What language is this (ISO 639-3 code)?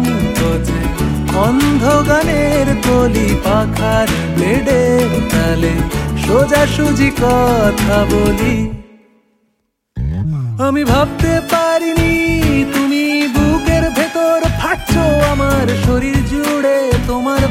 ben